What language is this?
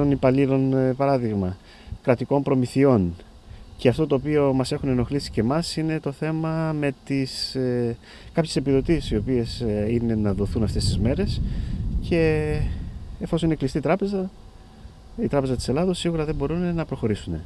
Greek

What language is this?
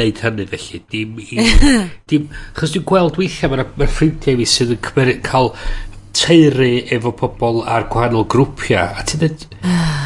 Welsh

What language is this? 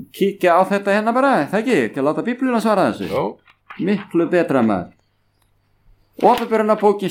Icelandic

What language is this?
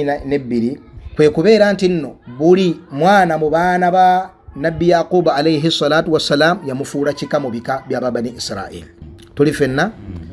Ganda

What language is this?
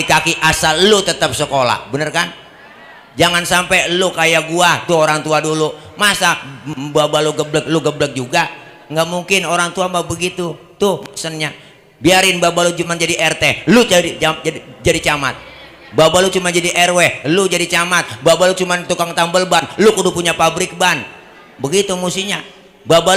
Betawi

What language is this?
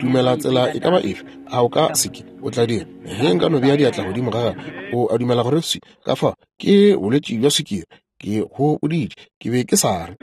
Northern Sotho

